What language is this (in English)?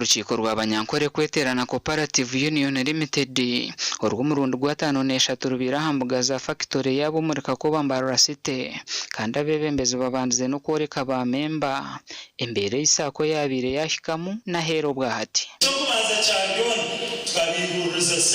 Nyankole